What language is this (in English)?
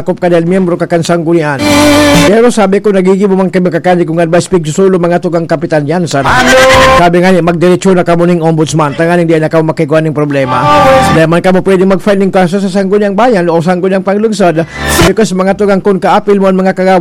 Bikol